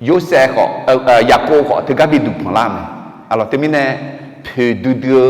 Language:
Akha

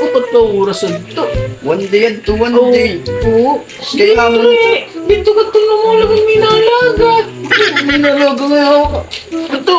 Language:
Waray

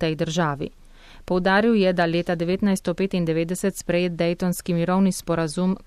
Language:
Slovenian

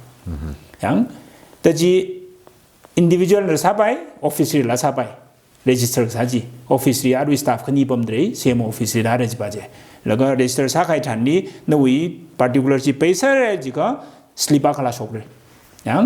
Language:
Tangkhul Naga (India)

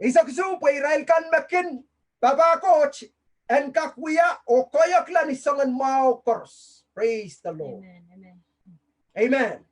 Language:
Pohnpeian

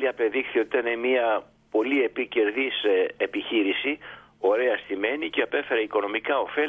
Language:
Greek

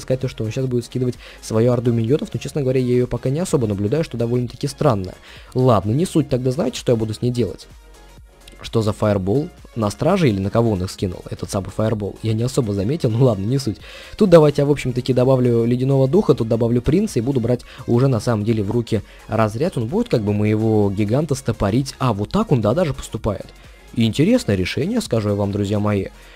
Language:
Russian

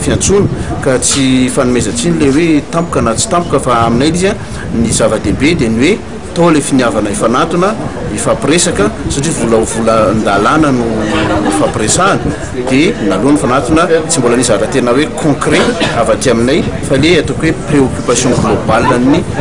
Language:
Malagasy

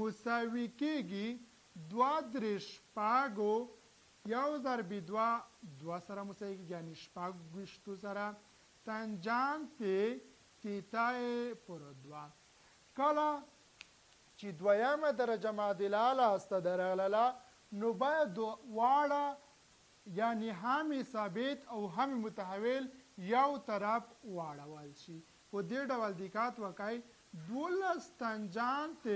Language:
Pashto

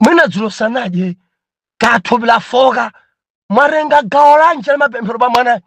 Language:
Nyanja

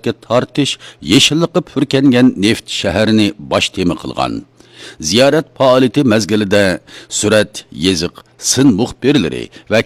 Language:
Uyghur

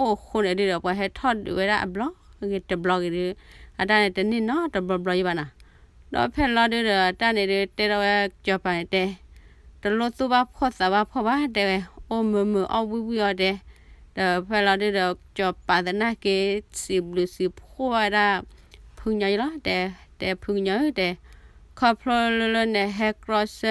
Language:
S'gaw Karen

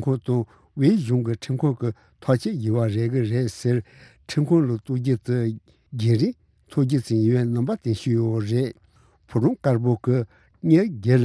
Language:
Tibetan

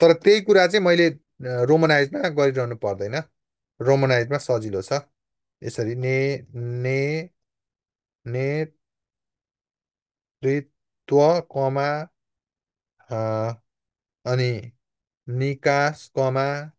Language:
Nepali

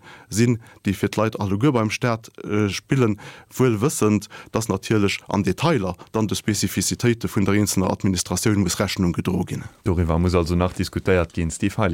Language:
Luxembourgish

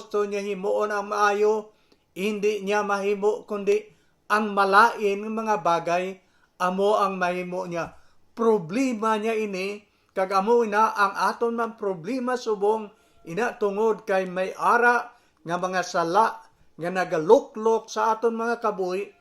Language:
Hiligaynon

